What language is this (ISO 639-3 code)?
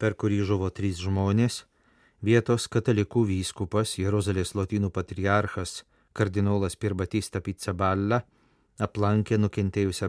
lit